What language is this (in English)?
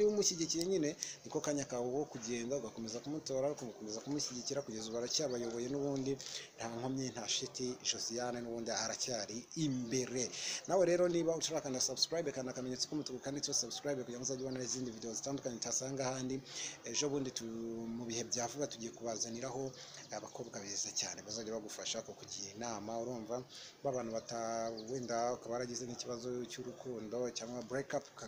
Kinyarwanda